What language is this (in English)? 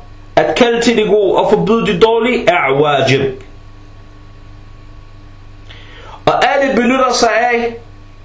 Danish